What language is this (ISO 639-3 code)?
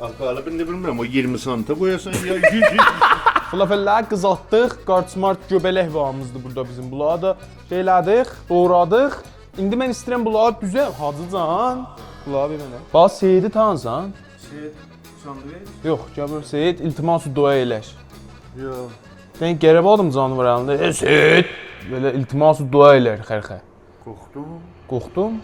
azb